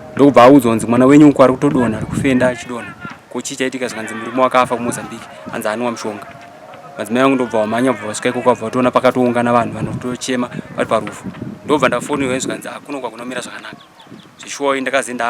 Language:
Shona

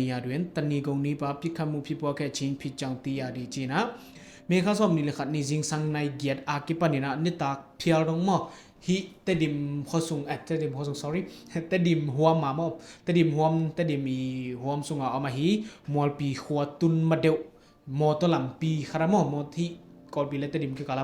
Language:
Tedim Chin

